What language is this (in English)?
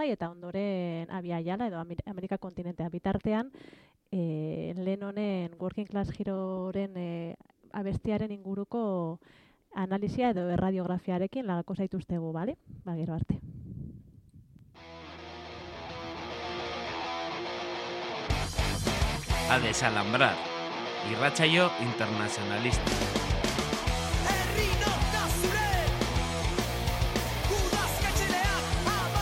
Basque